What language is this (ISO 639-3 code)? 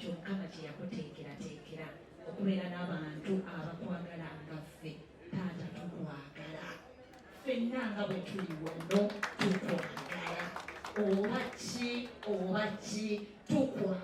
lug